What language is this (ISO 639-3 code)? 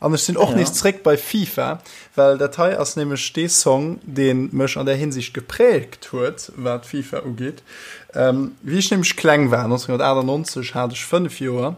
ltz